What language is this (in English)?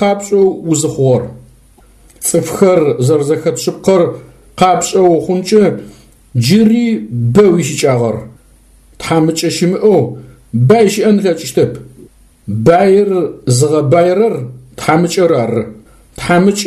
Adyghe